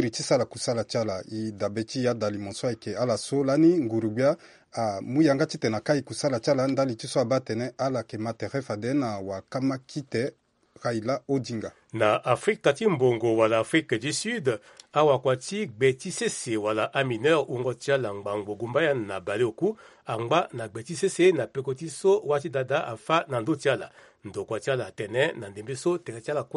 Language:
Sango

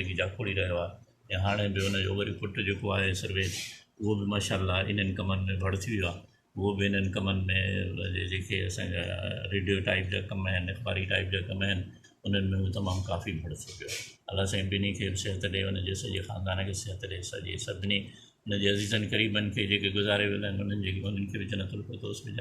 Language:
Sindhi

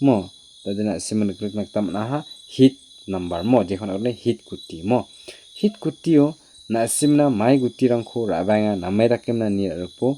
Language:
Garo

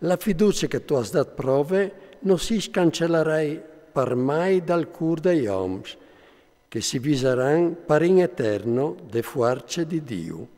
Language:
Friulian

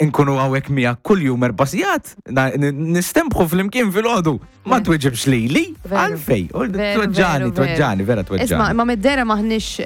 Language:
Maltese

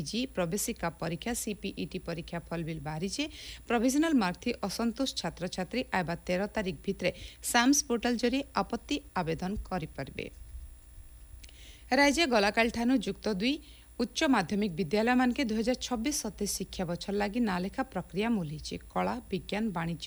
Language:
Odia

